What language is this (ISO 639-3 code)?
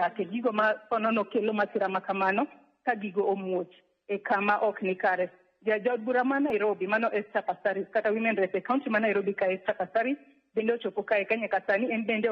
luo